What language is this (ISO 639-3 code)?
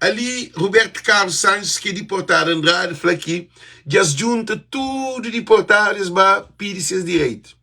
kea